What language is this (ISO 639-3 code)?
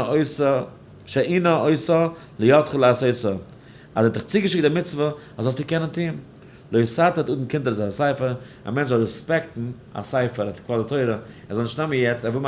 yid